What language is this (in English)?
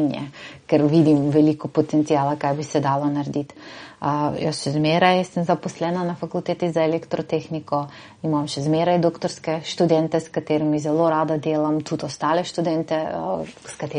Slovenian